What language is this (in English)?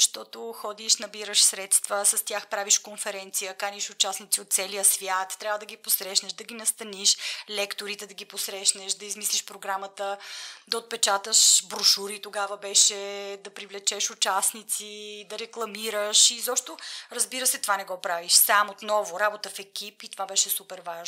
Bulgarian